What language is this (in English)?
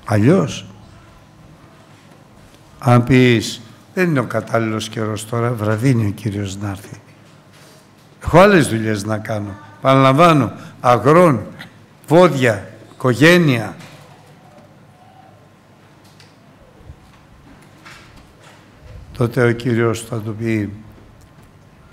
Greek